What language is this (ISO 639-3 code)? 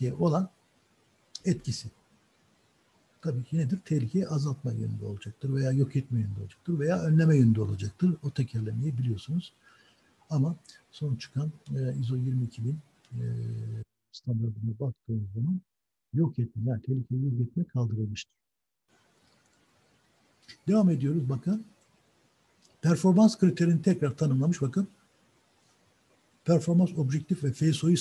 tur